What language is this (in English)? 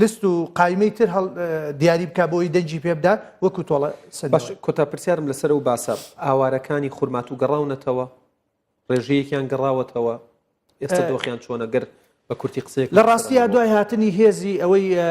Central Kurdish